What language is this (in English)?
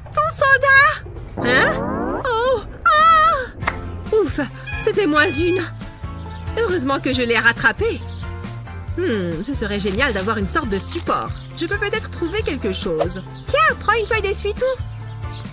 French